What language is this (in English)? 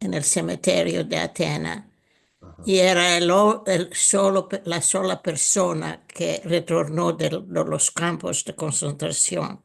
Ladino